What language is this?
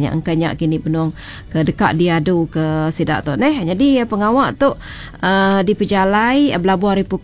Iban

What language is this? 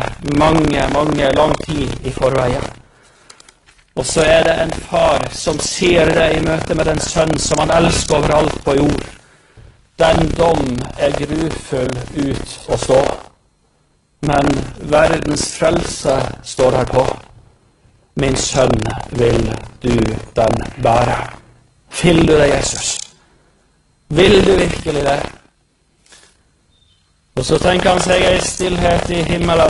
Norwegian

